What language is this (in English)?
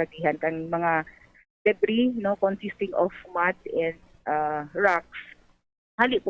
Bikol